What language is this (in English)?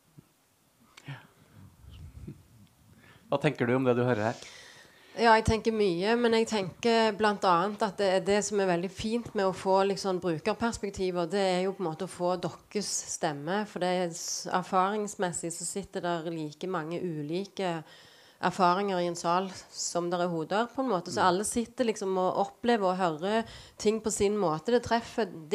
Norwegian